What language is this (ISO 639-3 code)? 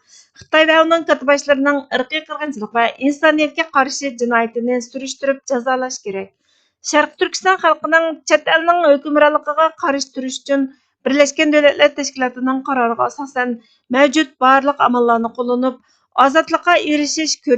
uig